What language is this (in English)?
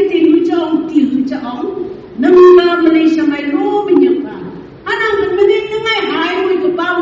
Phom Naga